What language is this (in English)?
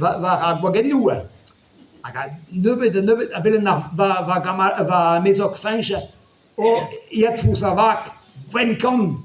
Breton